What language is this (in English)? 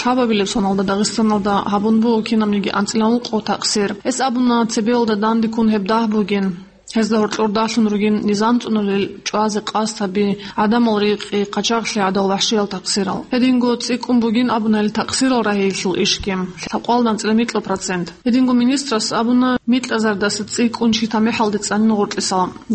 Avaric